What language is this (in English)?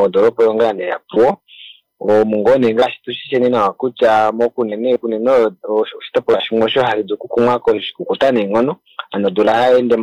Kuanyama